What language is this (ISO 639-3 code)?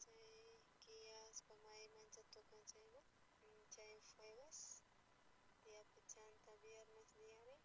quh